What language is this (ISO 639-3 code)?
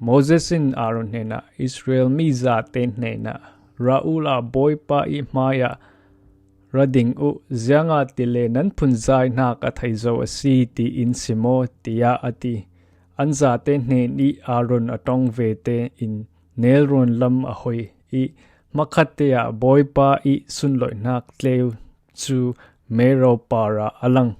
cfm